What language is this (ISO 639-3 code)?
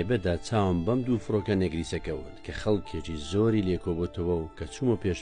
ckb